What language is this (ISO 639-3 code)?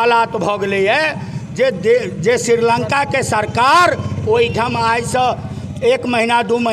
mai